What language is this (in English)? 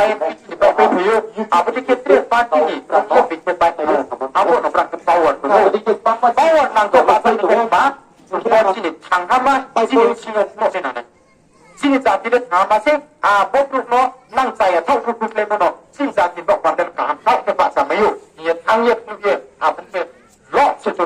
Riang (India)